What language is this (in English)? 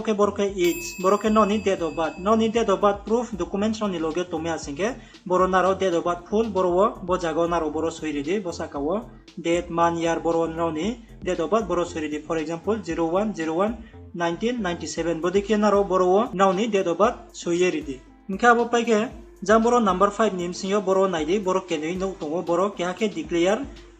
Riang (India)